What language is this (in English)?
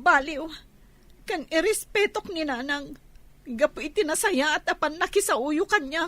Iloko